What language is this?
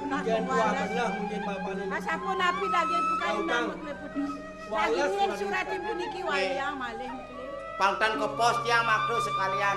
Balinese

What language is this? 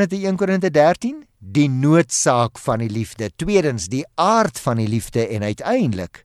Afrikaans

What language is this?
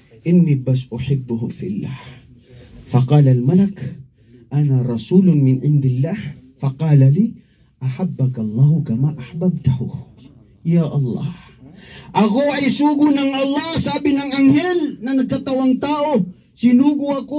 Maranao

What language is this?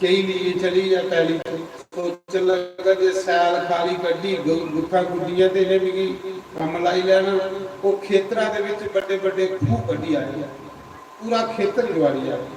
Dogri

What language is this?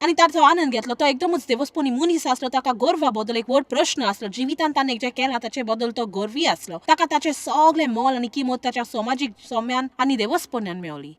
Konkani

